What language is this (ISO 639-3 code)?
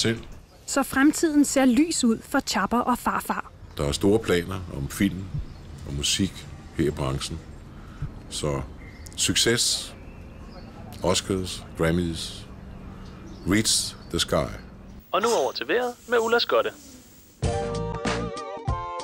dan